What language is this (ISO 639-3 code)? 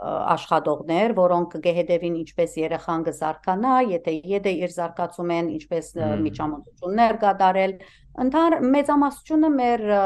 hyw